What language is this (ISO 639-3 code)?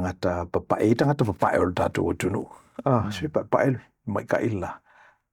smo